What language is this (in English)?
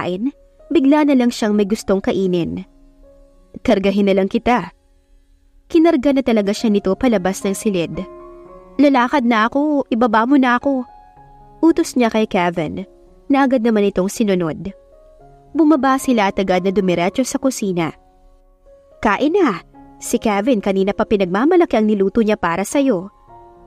Filipino